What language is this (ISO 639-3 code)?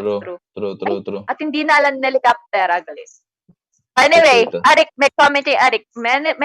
pam